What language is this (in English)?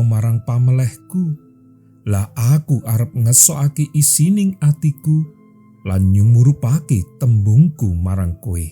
Javanese